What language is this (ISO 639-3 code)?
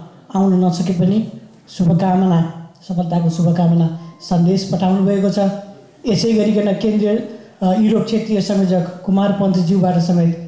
nep